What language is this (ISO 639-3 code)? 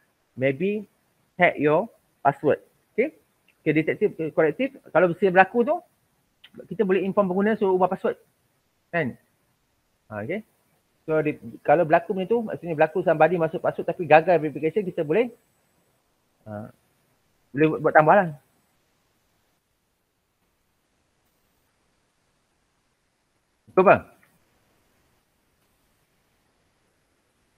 msa